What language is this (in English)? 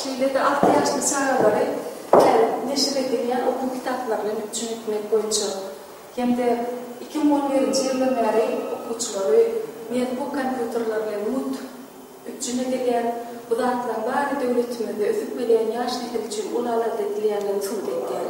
Turkmen